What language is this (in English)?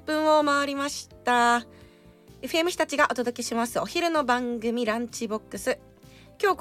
Japanese